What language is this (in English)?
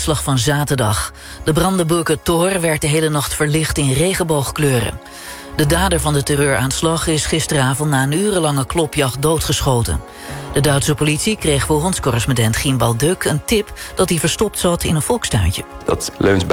Dutch